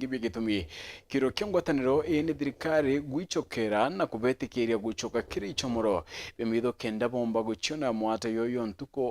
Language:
Meru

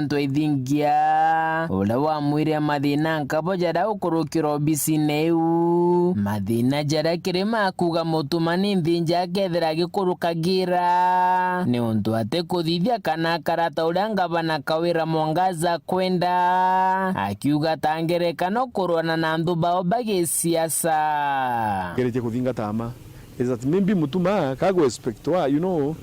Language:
Meru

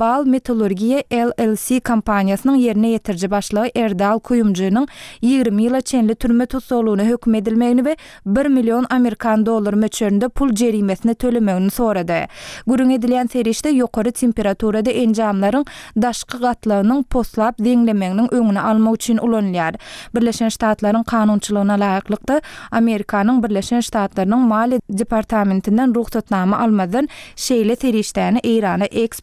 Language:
Turkmen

